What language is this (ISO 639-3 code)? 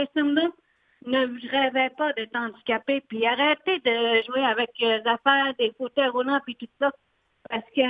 fra